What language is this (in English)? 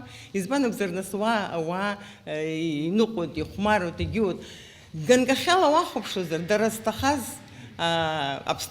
Abkhazian